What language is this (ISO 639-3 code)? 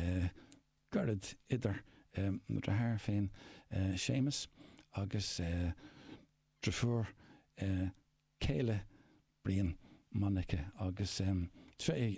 gle